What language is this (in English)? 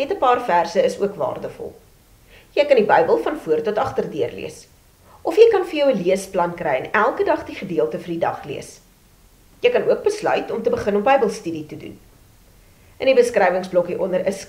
Afrikaans